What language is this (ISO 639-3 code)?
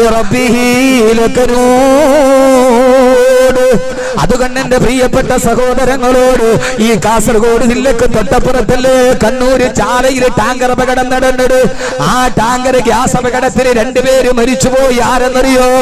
mal